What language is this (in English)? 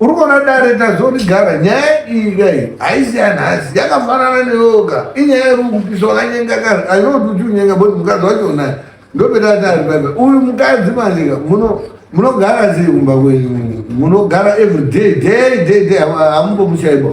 Shona